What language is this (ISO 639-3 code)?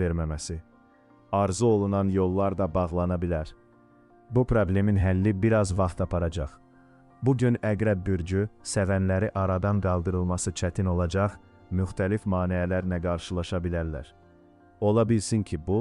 aze